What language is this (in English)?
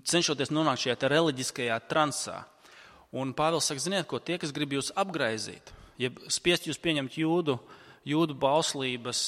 Latvian